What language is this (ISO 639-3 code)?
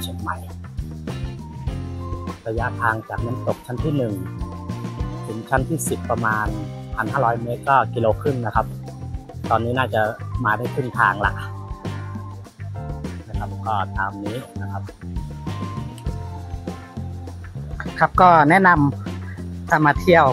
tha